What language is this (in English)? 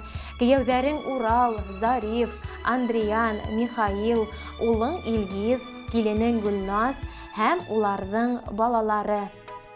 Bashkir